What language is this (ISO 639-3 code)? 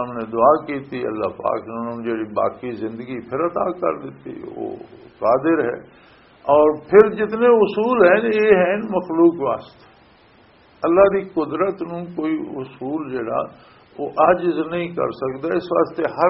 lah